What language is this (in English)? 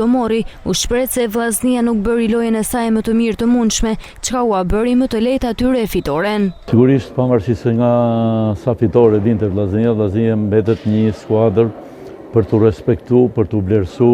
Albanian